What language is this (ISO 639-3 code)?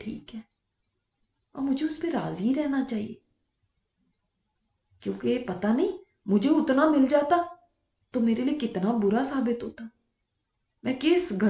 urd